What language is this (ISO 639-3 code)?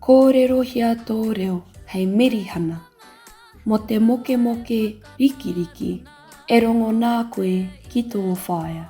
mri